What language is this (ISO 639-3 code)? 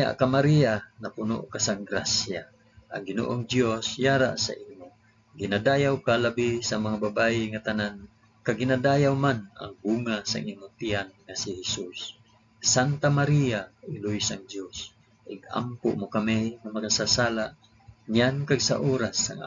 hil